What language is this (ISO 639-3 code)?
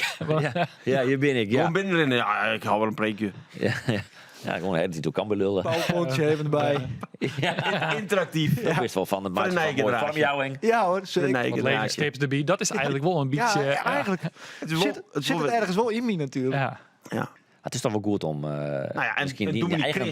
fry